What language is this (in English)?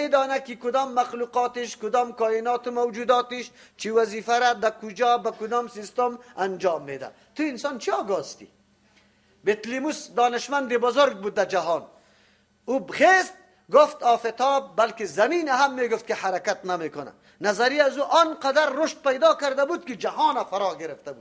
Persian